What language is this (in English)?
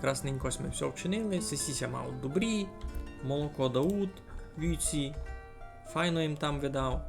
Rusyn